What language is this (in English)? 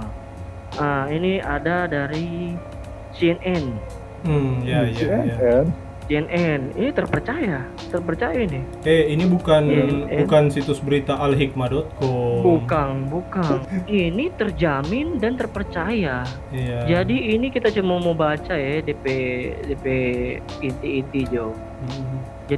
Manado Malay